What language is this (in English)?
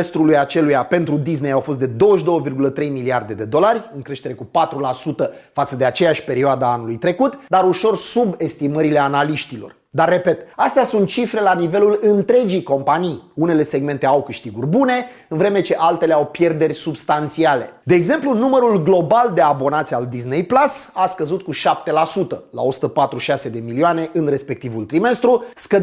Romanian